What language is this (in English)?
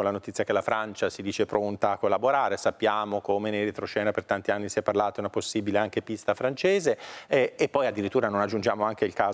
Italian